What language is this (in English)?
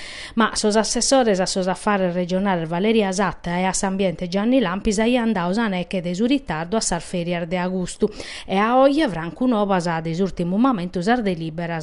Sardinian